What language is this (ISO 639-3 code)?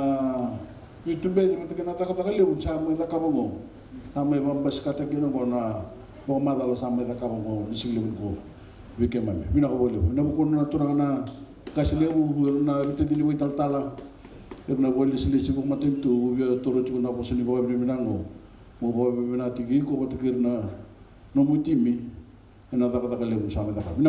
fij